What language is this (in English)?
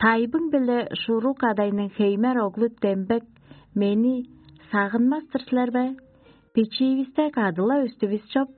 Tuvinian